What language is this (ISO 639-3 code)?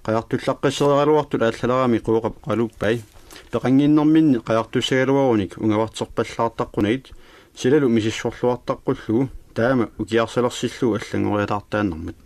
kal